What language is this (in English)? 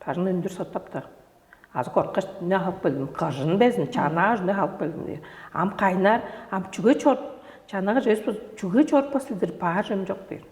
Tuvinian